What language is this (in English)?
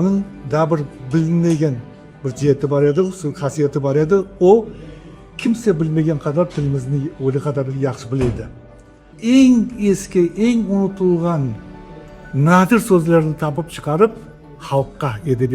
Crimean Tatar